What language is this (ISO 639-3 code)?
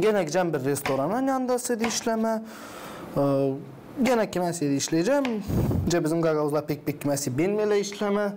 gag